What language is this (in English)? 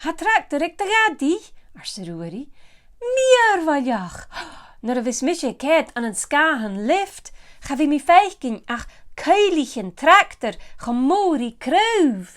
Scottish Gaelic